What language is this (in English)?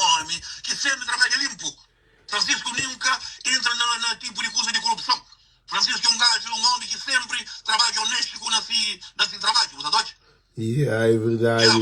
Kabuverdianu